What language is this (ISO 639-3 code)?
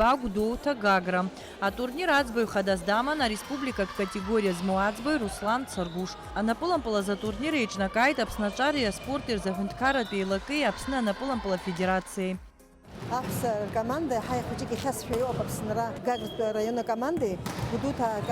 abk